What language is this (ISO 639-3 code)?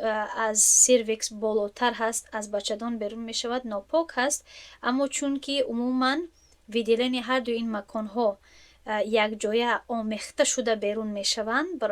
tgk